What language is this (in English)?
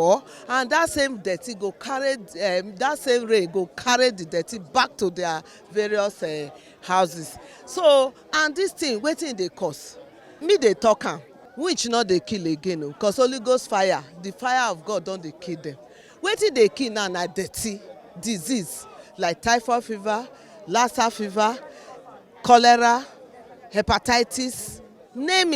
Nigerian Pidgin